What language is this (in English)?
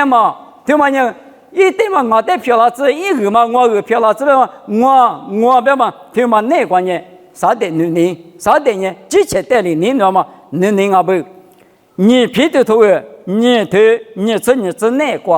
Lisu